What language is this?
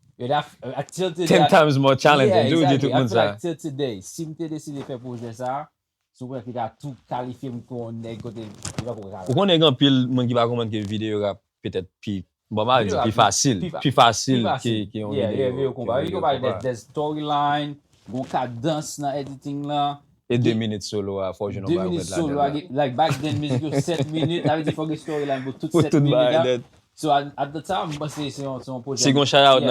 Haitian Creole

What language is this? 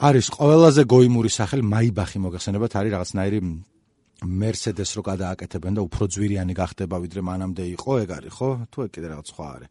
Georgian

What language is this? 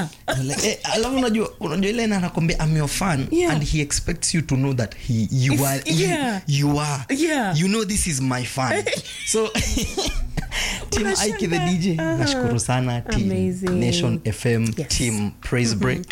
Swahili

